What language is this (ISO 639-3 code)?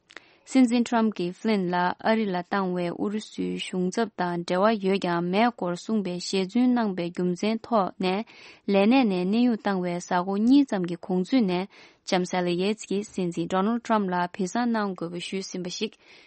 bod